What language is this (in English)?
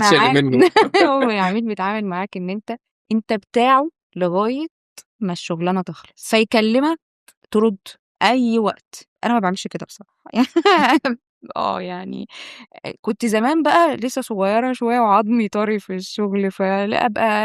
Egyptian Arabic